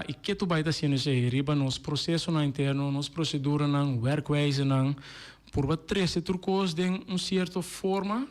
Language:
Papiamento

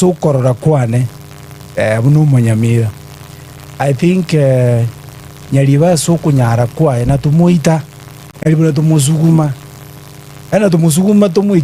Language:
Gusii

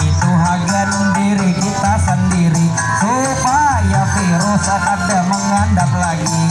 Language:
Banjar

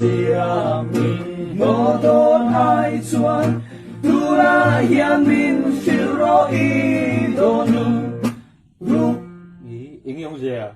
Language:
Mizo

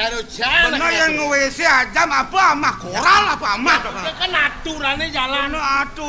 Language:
Balinese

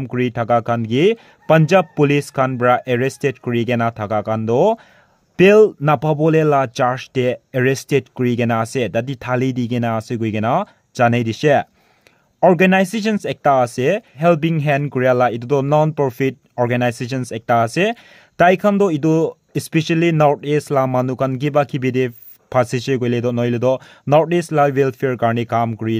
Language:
Naga Pidgin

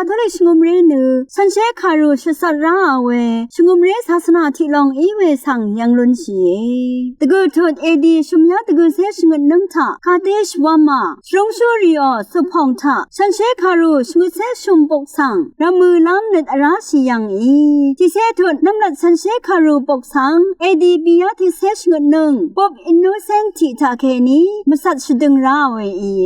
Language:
Rawang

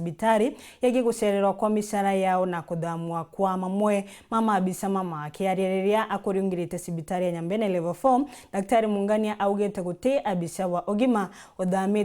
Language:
Meru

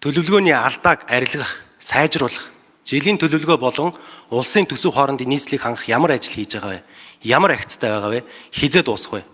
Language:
Mongolian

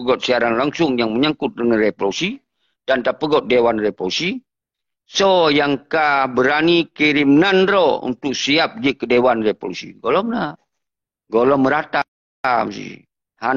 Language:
Achinese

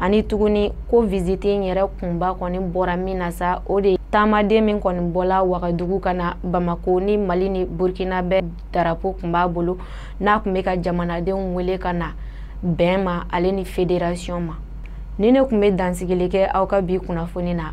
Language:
Bambara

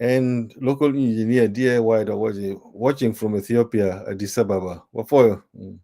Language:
Acoli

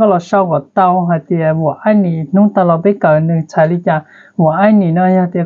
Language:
Hmong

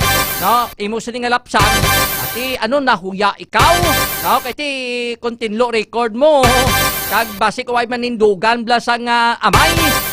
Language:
Hiligaynon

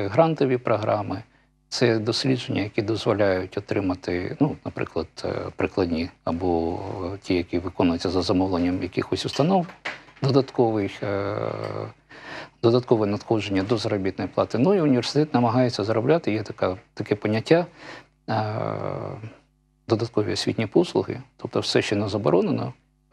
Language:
Ukrainian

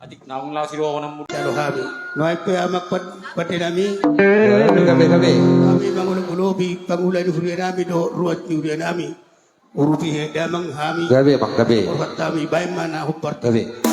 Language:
Batak Toba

